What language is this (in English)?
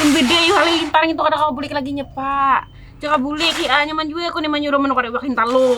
Banjar